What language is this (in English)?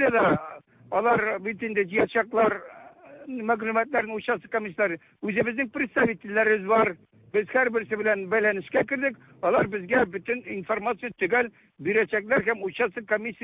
Tatar